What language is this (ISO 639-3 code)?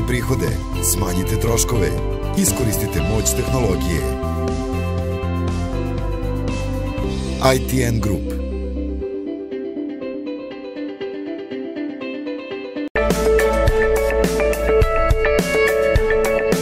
srp